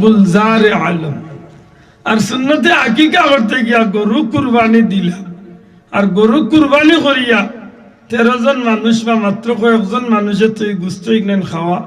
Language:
Sylheti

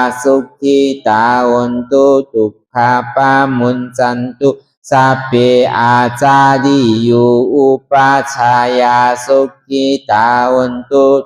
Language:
Shan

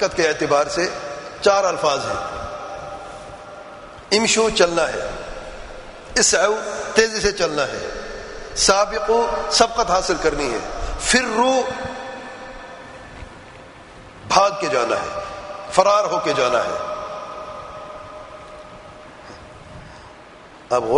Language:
Urdu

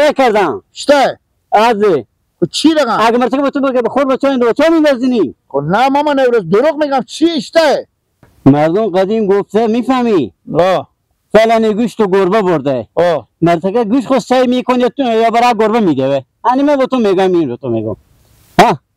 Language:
Hazaragi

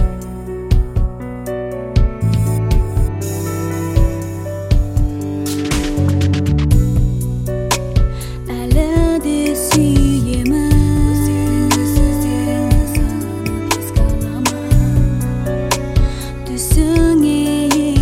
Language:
Kazakh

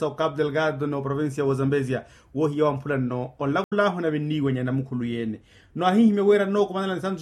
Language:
Makhuwa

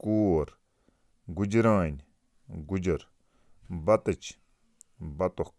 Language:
Kashmiri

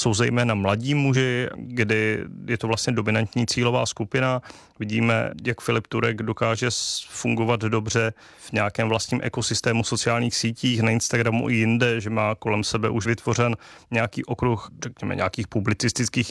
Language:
Czech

